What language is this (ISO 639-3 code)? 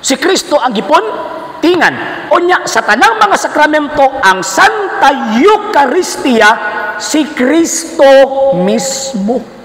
ceb